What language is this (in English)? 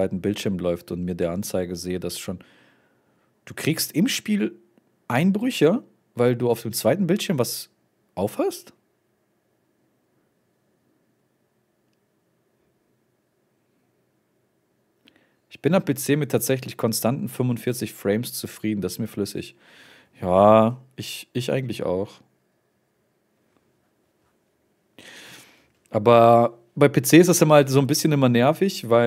German